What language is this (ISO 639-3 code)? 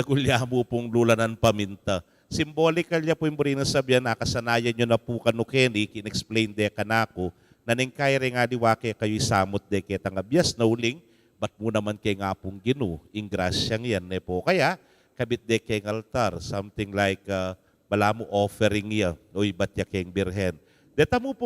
pam